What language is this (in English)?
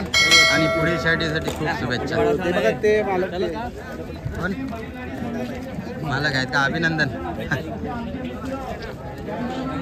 Marathi